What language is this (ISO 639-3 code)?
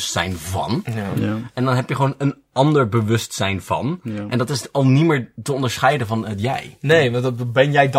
nld